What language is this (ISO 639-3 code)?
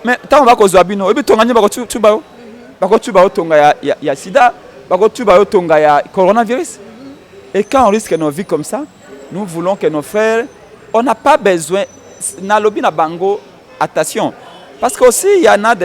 lin